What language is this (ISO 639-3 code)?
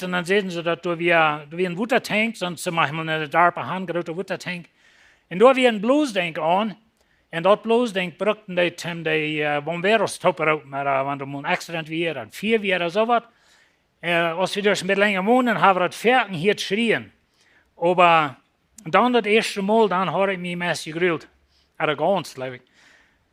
pdt